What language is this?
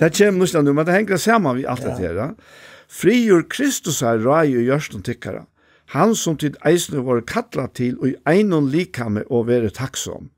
Faroese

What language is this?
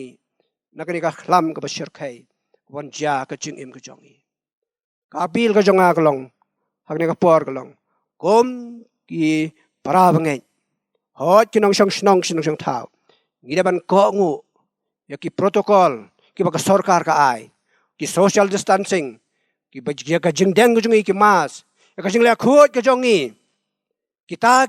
Khasi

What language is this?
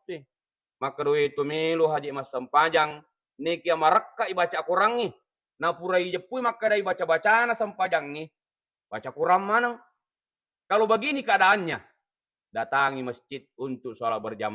Buginese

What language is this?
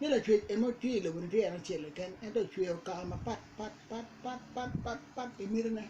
Acoli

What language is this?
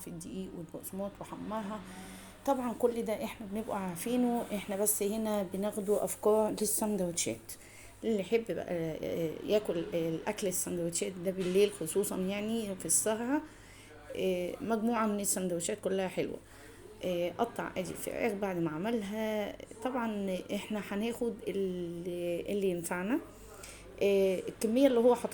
Egyptian Arabic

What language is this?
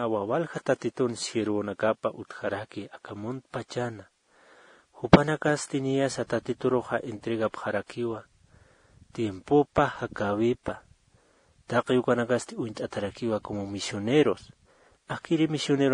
Aymara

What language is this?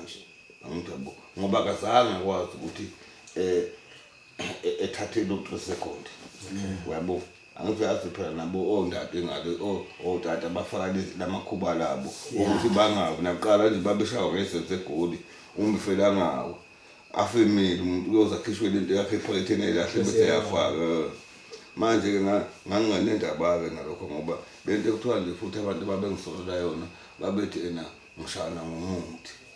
Zulu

